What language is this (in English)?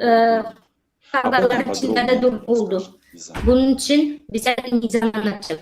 Gagauz